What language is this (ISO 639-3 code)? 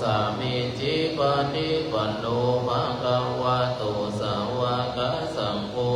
pli